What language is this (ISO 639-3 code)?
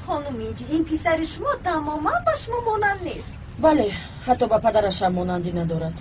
tgk